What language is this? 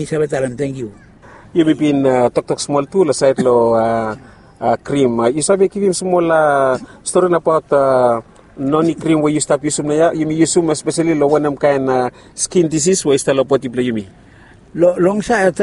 Bislama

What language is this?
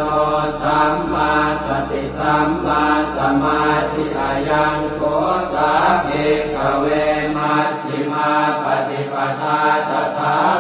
Pali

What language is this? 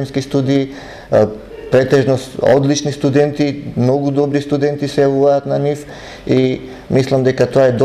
Macedonian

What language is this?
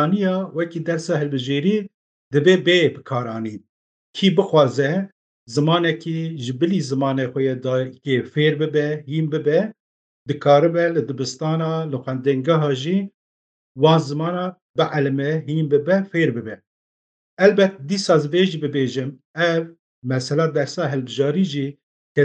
Kurdish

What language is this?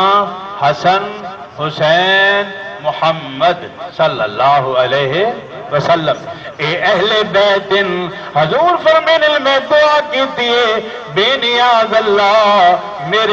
Saraiki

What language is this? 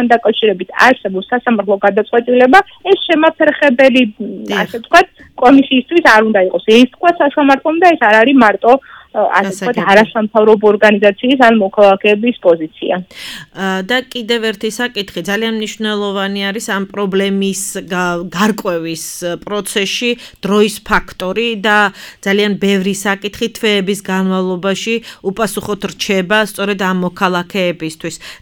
Georgian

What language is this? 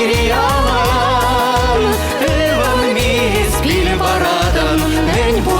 Chuvash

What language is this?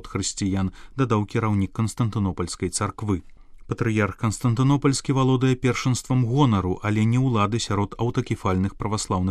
Belarusian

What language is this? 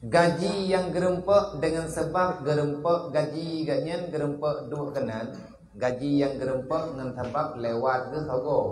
Achinese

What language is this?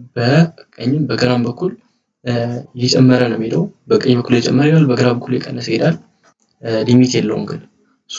Amharic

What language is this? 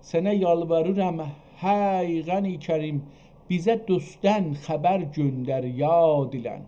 South Azerbaijani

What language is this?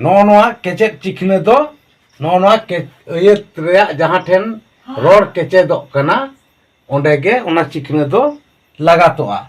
Santali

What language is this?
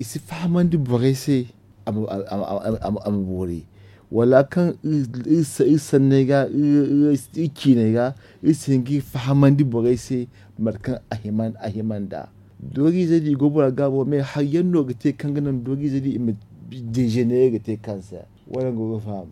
Zarma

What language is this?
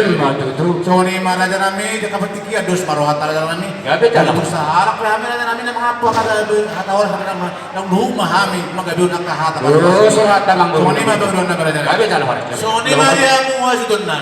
Batak Toba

